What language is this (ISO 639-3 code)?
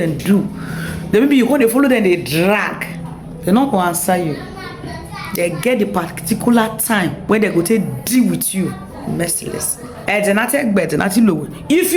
pcm